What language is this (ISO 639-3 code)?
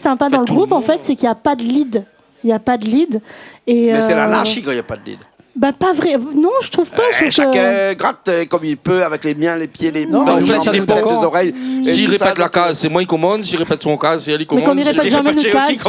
rcf